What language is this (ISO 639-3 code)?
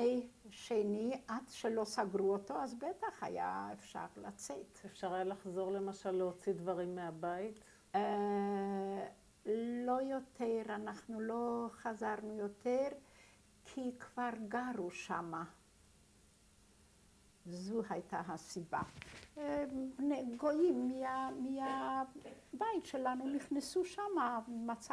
heb